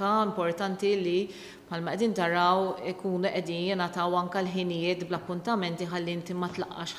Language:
Maltese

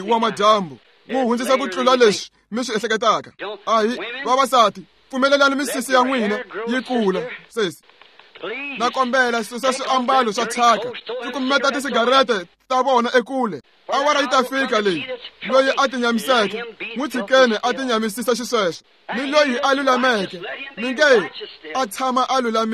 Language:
Tsonga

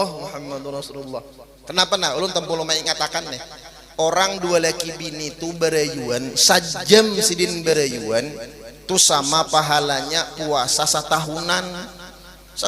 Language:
Banjar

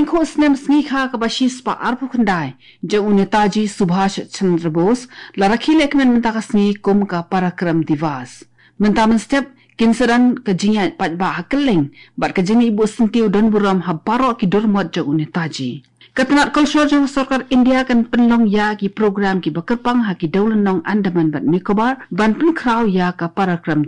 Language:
Khasi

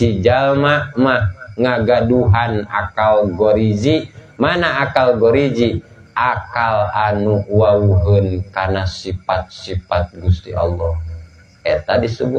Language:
Sundanese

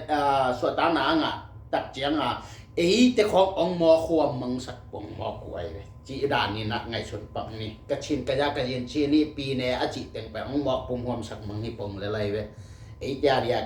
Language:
Tedim Chin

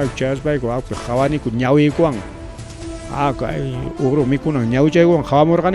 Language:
Ayacucho Quechua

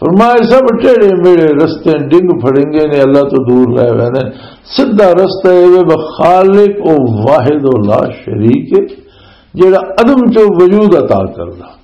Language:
Western Panjabi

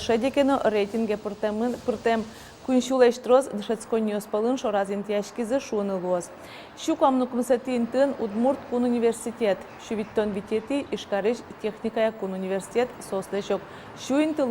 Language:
Udmurt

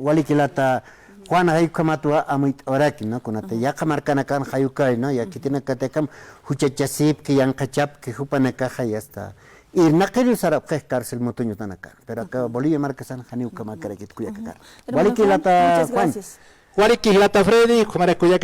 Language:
Aymara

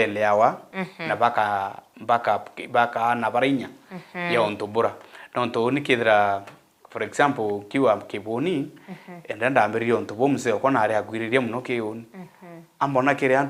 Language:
Meru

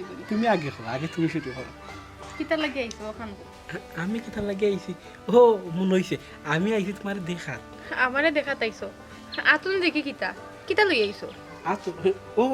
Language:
Sylheti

